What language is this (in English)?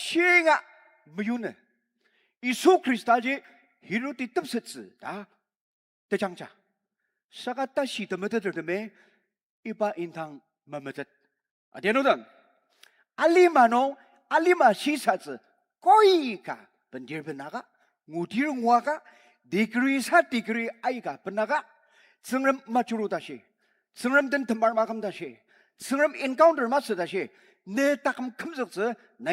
Ao Naga